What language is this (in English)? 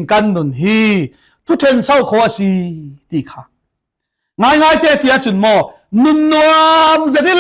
Falam Chin